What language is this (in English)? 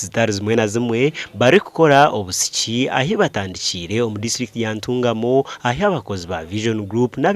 Nyankole